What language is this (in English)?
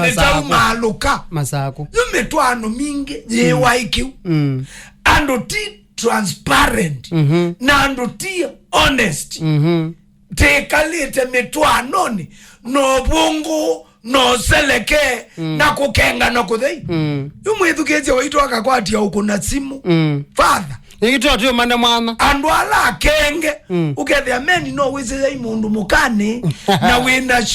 Kamba